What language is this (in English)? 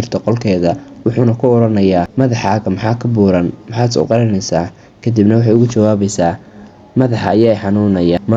Somali